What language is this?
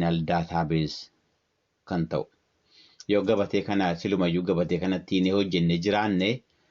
Oromo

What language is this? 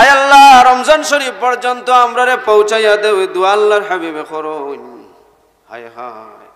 Sylheti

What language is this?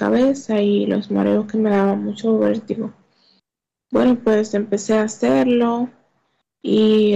Spanish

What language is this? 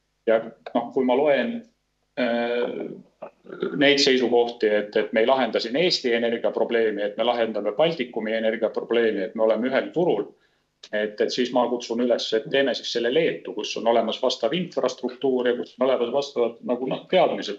Estonian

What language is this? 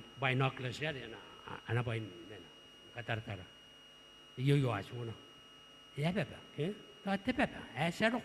Gilbertese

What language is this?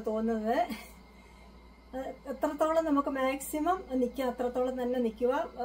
Malayalam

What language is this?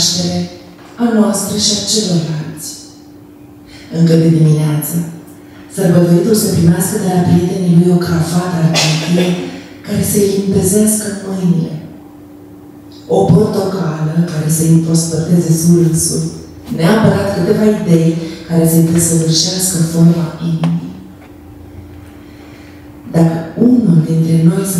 Romanian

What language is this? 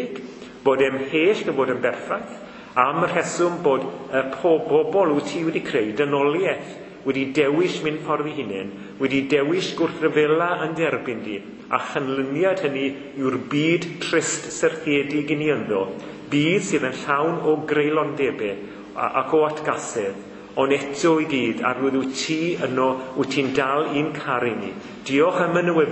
Welsh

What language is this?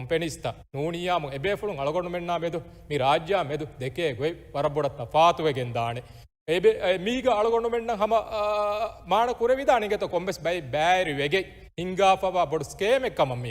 Divehi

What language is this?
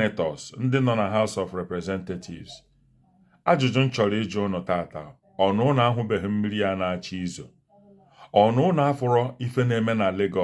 Igbo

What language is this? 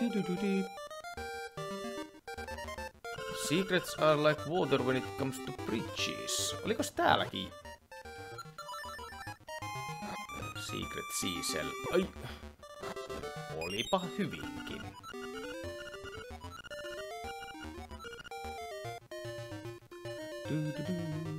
Finnish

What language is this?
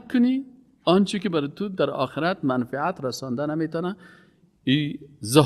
Persian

